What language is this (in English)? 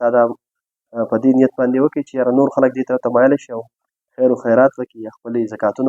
Pashto